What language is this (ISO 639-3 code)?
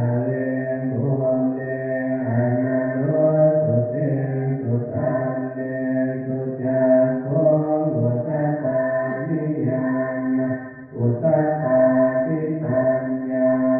pli